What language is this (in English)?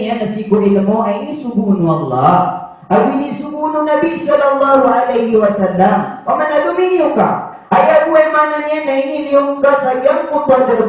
Maranao